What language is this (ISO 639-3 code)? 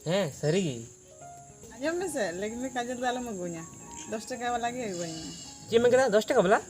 sat